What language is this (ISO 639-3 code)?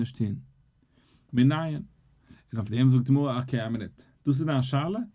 yid